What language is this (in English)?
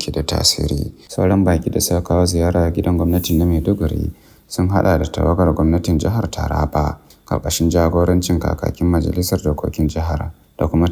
Hausa